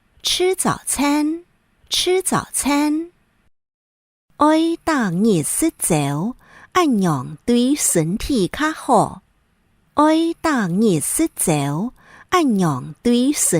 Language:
Hakka Chinese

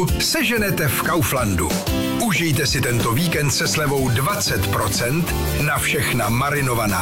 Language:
Czech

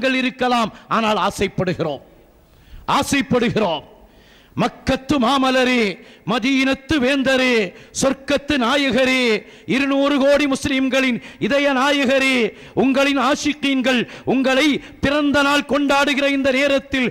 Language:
Tamil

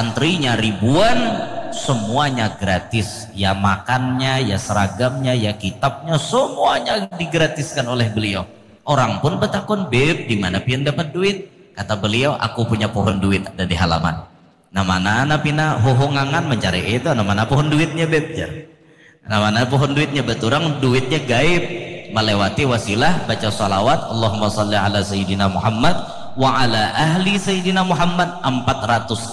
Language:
Banjar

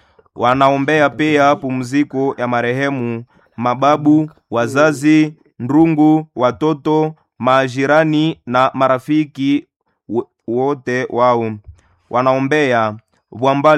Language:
Swahili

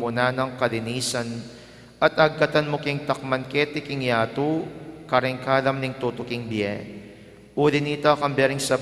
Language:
Pampanga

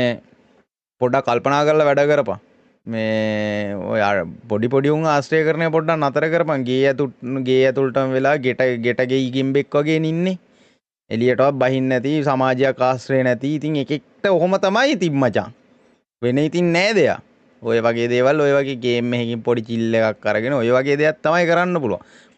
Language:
Sinhala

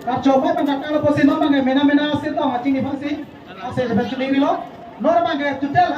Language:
Karbi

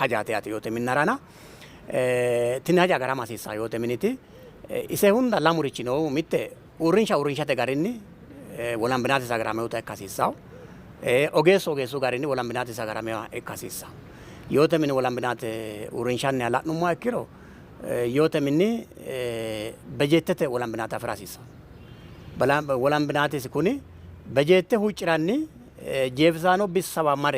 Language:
Sidamo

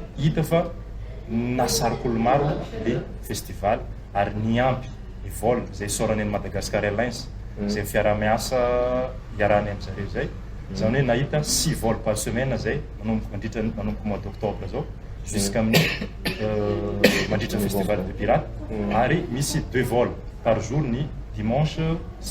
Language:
Malagasy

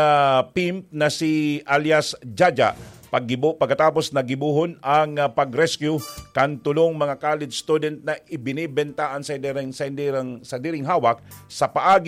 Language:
Bikol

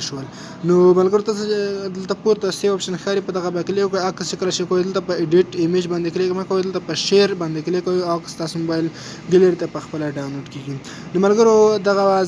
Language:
Pashto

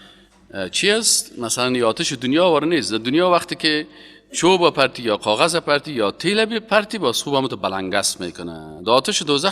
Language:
Persian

